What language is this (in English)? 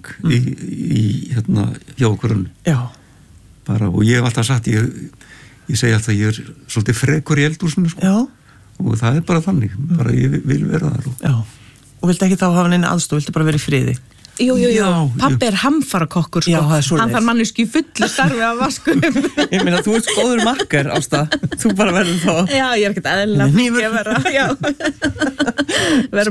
Icelandic